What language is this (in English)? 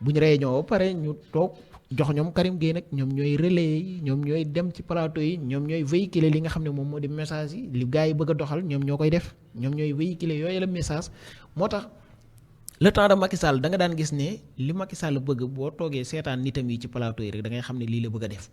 Wolof